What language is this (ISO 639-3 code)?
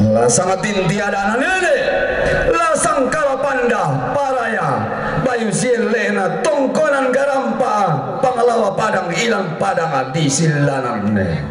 sda